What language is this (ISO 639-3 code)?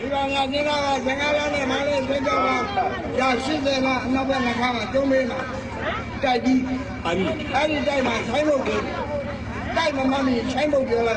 mya